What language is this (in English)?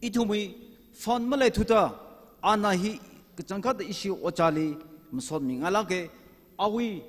Tangkhul Naga (India)